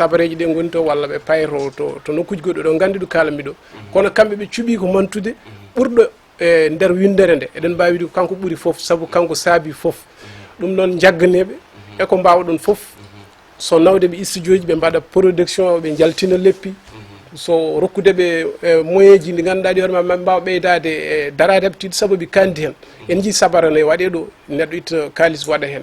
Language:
Fula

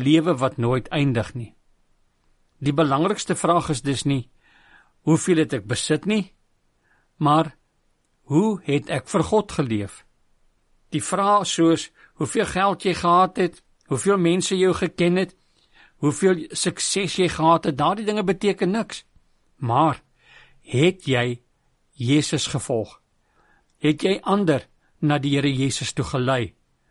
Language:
Afrikaans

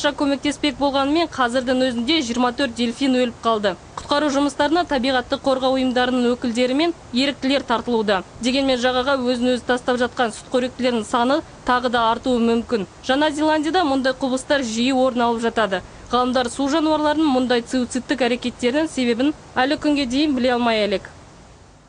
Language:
Kazakh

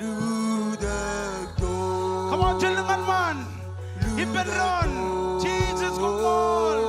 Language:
Marshallese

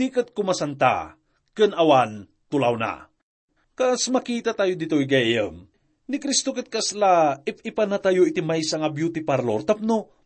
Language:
Iloko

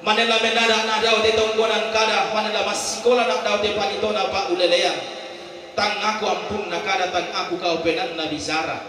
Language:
Toraja-Sa'dan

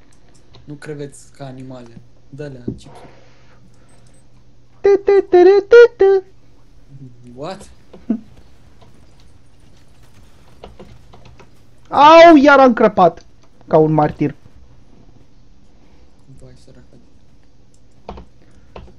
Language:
Romanian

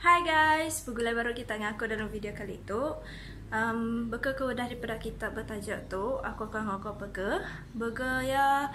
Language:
Iban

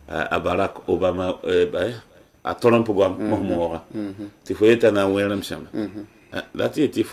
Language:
Mossi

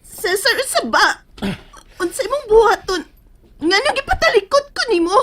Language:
Cebuano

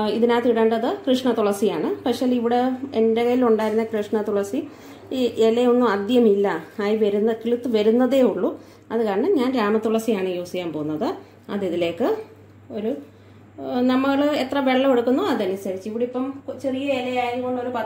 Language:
Malayalam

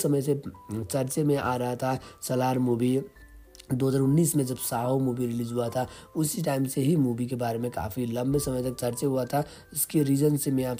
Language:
Hindi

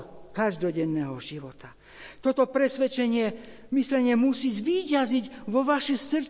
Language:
Slovak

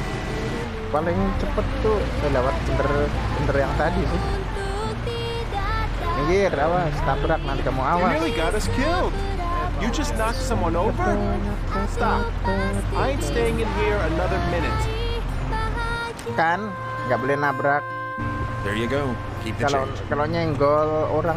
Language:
Indonesian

